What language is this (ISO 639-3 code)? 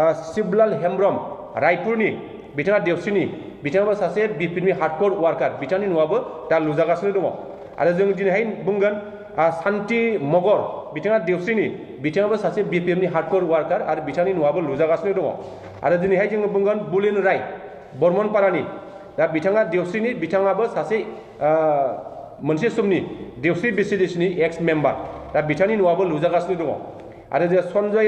brx